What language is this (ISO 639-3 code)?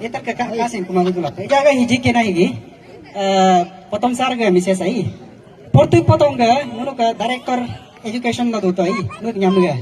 adl